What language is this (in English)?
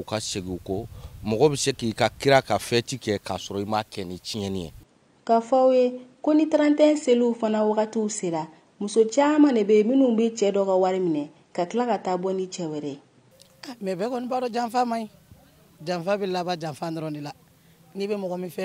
Bambara